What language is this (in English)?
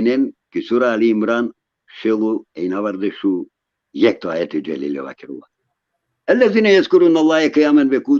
Balkan Romani